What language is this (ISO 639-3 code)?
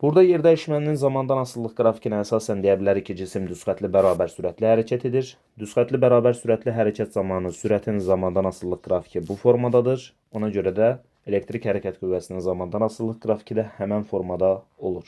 aze